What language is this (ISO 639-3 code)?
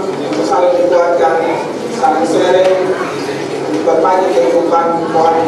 ind